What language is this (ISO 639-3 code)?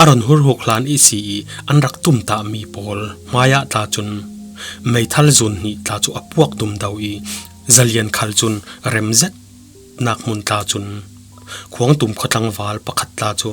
cfm